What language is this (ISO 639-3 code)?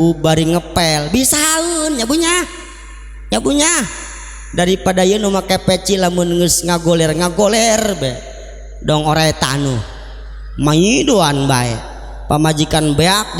sun